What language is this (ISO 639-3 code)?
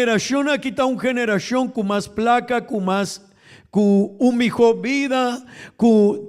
pap